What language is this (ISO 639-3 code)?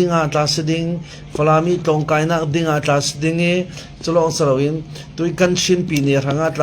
cfm